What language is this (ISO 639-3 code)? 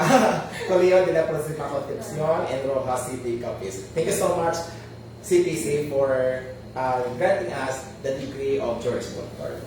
hil